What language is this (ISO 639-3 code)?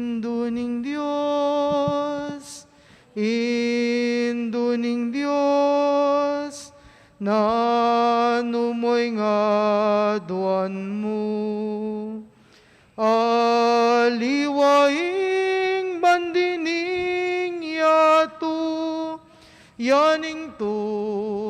pam